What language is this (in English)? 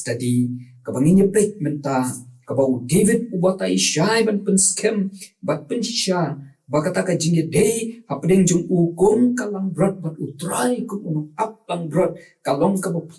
Khasi